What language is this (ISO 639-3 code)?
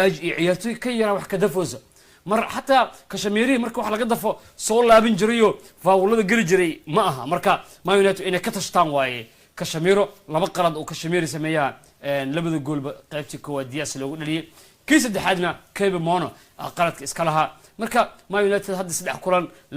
som